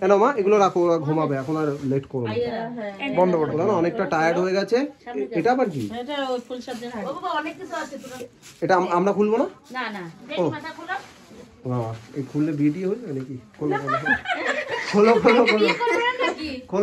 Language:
Bangla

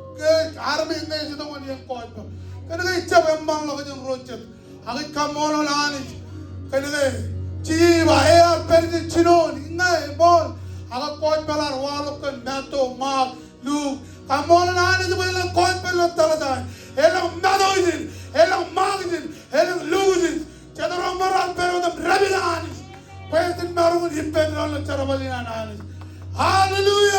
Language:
Marshallese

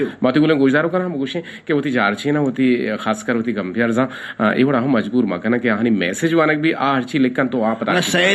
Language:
Eastern Balochi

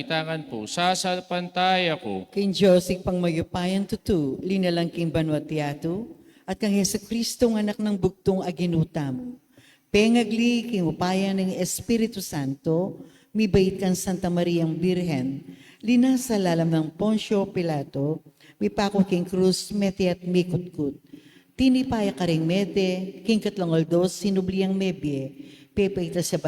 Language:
Pampanga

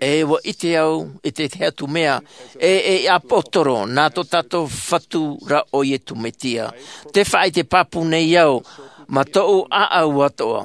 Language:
Tahitian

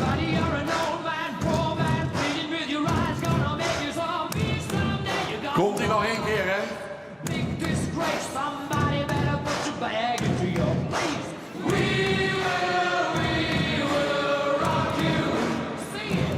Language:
Western Frisian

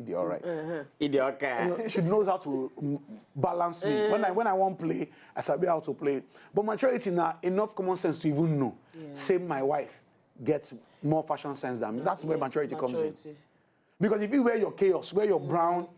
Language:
Nigerian Pidgin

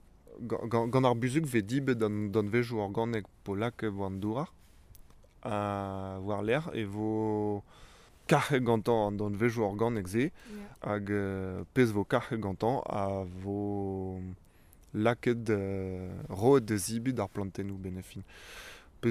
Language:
Breton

